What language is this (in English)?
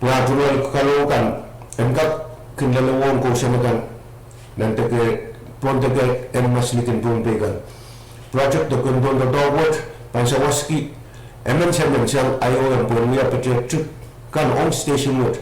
Pohnpeian